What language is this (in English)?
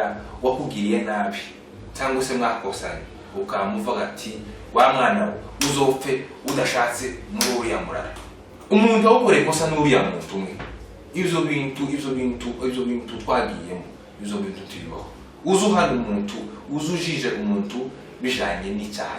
Kinyarwanda